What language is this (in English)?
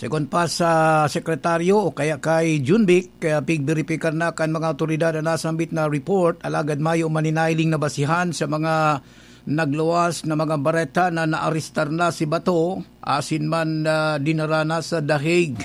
Bikol